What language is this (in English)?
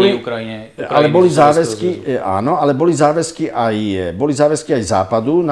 Slovak